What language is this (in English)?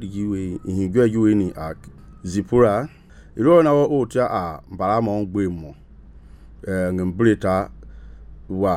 Mende